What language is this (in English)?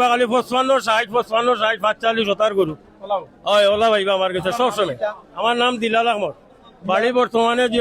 Sylheti